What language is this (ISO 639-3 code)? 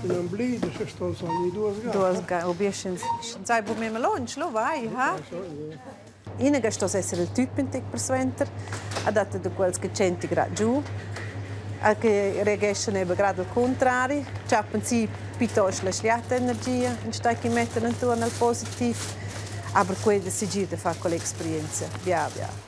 roh